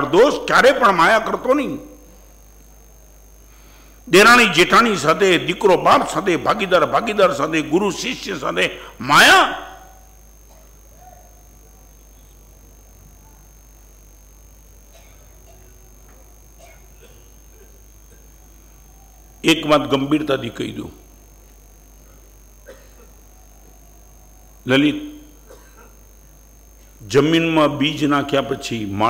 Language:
Gujarati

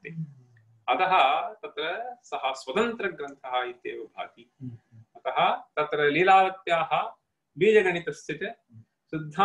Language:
Sanskrit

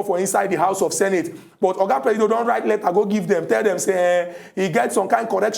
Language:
Nigerian Pidgin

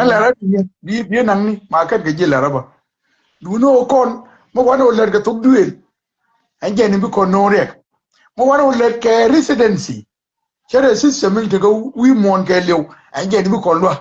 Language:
Nuer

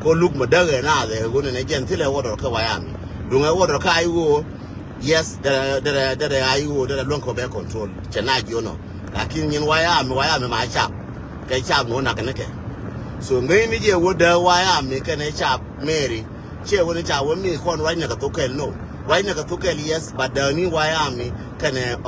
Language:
Nuer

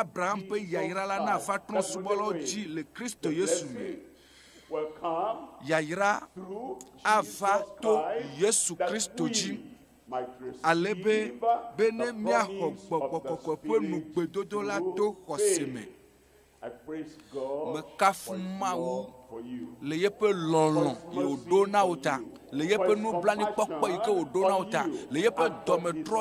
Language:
Ewe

